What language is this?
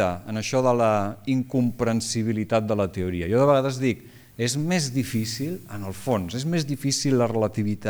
Catalan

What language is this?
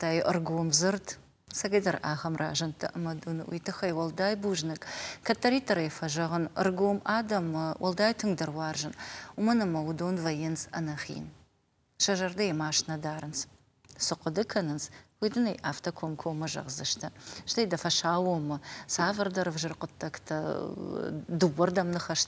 Ossetic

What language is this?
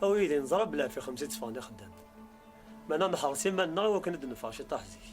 Kabyle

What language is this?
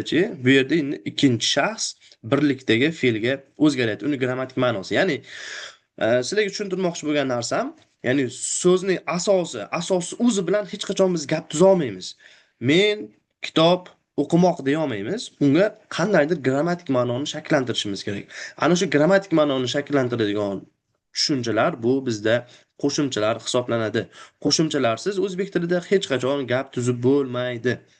Uzbek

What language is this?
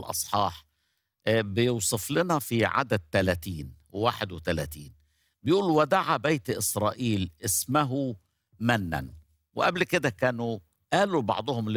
Egyptian Arabic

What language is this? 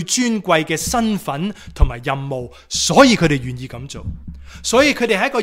Cantonese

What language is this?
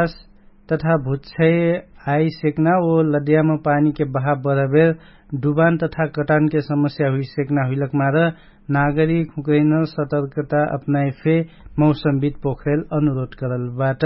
Dangaura Tharu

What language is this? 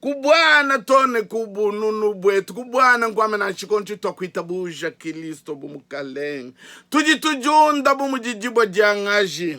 Luba-Lulua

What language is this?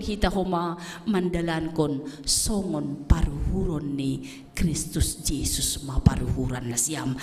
Batak Simalungun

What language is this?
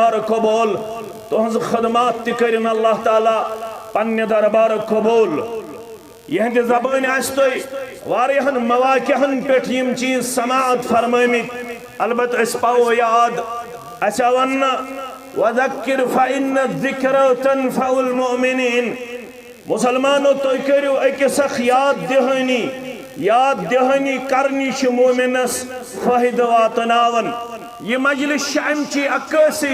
Kashmiri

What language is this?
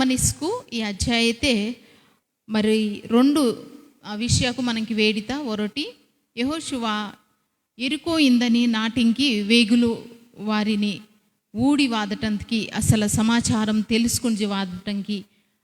Koya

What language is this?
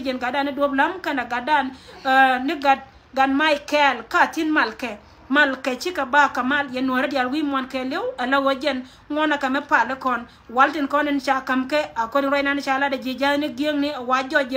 Nuer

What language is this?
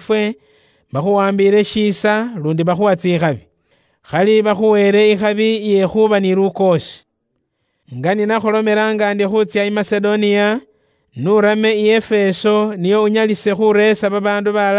Luyia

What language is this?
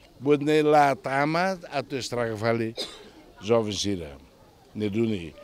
Tetum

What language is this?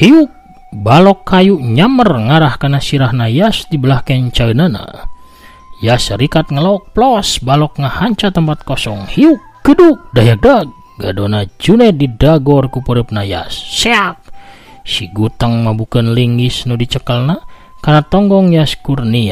Sundanese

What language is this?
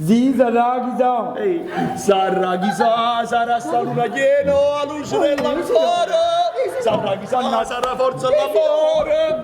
Neapolitan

